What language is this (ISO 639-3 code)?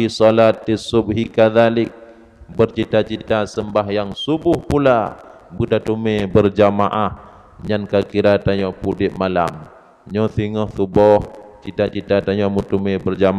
ace